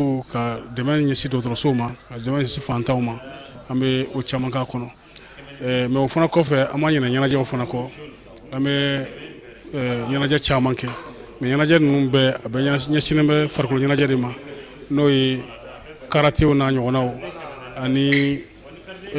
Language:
Bambara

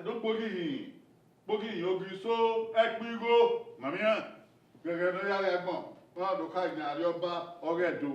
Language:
Bini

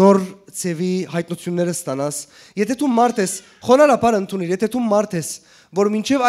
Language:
Western Armenian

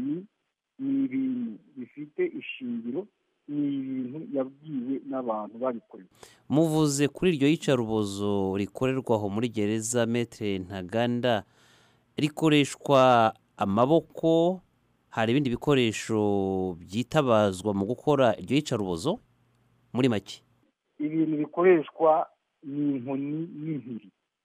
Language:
Kinyarwanda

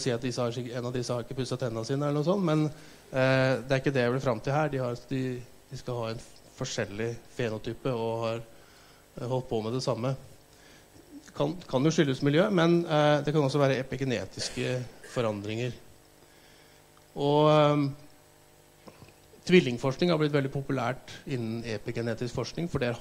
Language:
Norwegian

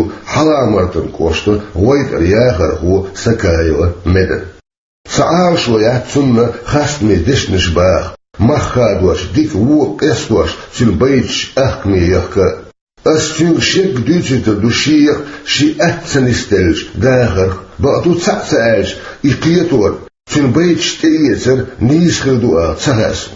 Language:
Chechen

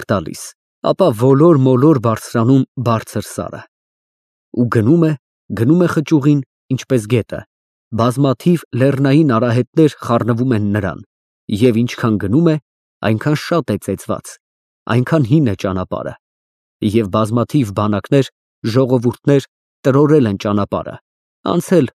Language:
Armenian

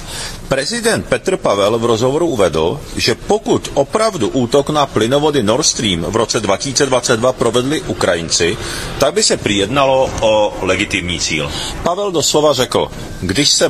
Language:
Czech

